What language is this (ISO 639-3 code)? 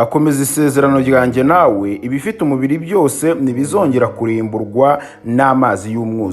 kin